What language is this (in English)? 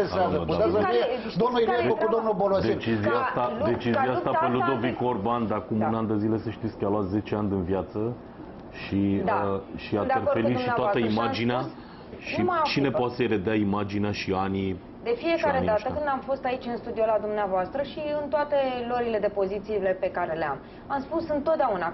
Romanian